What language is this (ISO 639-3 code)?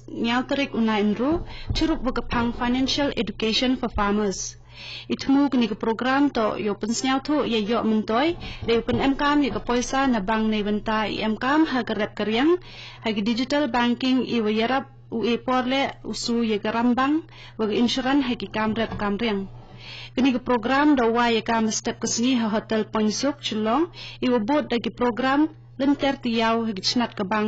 kha